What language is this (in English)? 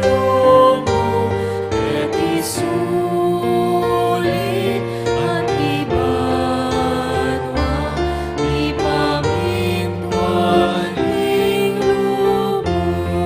Pampanga